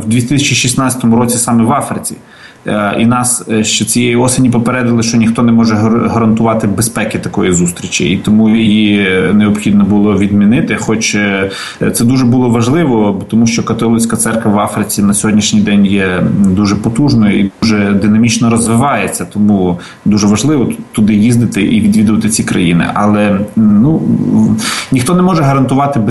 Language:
Ukrainian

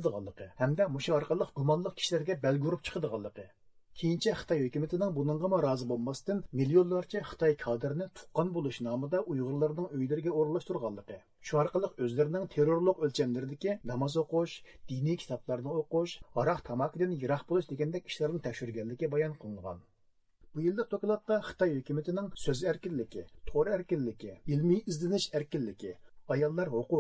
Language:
Uyghur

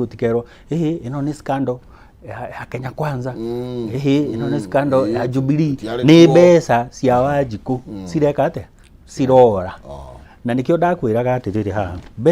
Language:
Kikuyu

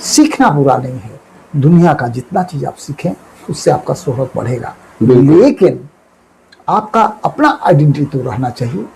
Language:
Sadri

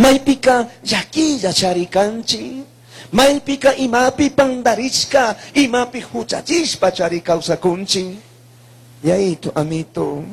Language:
Chimborazo Highland Quichua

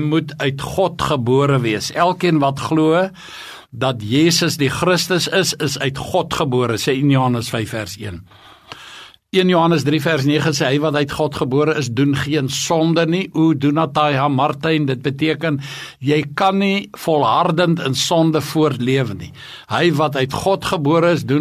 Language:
Afrikaans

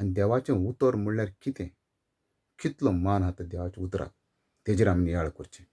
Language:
Konkani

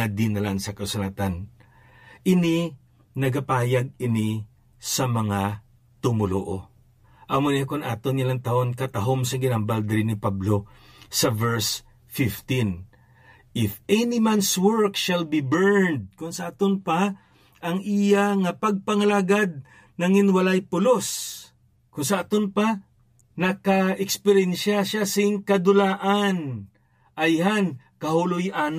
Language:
Hiligaynon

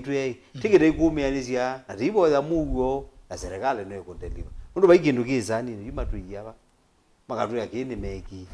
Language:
Kamba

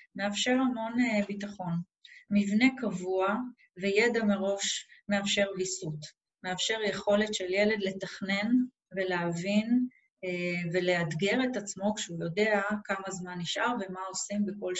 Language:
Hebrew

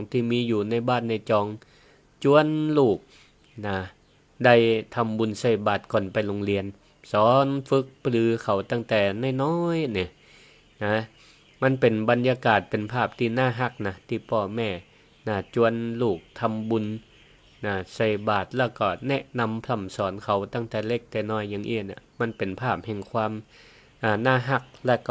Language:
Northern Thai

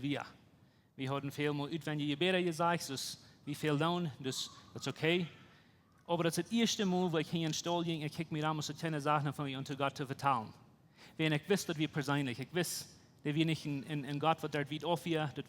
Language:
Plautdietsch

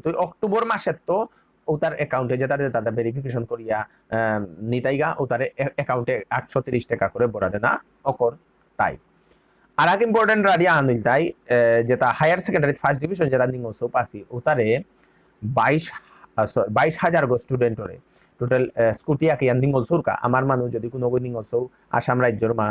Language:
Bishnupriya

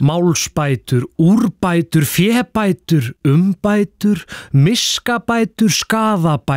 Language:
Icelandic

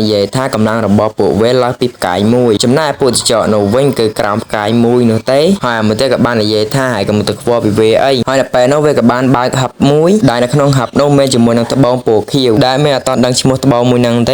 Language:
Khmer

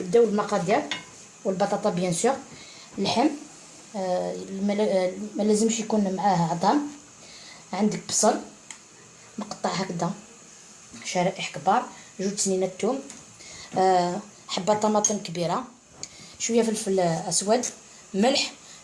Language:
Algerian Arabic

